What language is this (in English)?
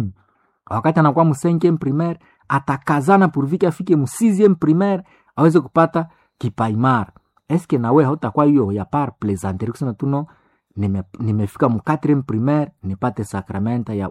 Swahili